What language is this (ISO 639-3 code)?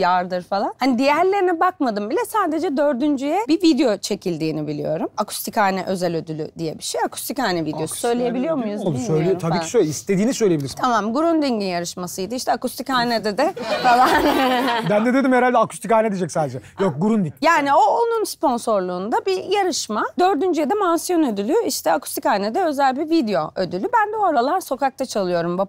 tur